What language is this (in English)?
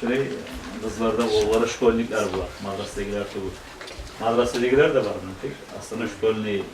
Kumyk